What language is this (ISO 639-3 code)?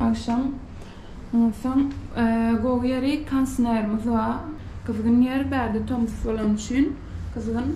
tuk